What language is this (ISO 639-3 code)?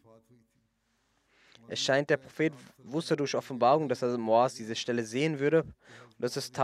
deu